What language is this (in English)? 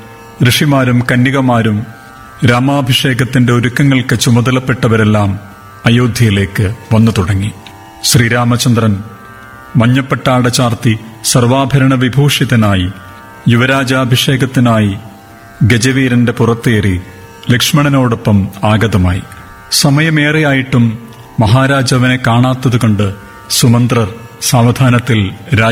Malayalam